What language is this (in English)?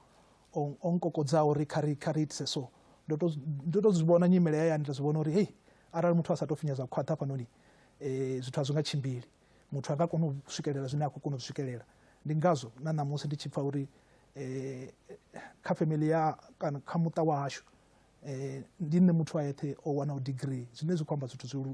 Venda